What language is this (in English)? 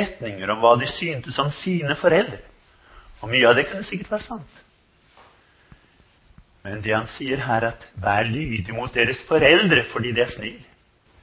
Norwegian